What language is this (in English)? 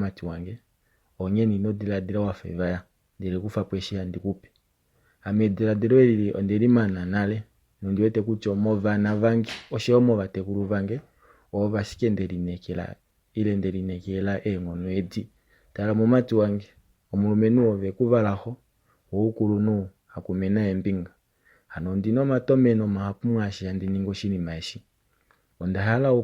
Kuanyama